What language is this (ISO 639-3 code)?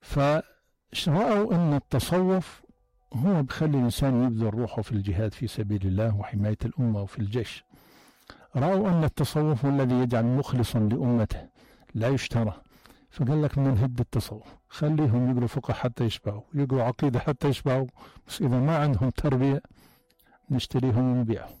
apc